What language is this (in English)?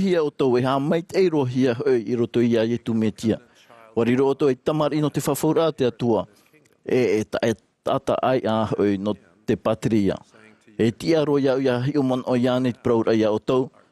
Tahitian